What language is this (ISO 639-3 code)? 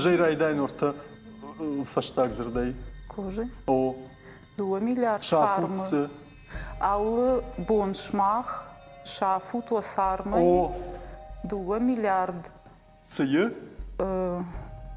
oss